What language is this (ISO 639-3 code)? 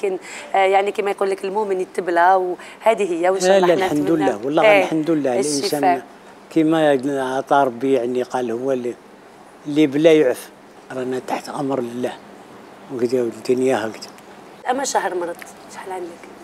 arq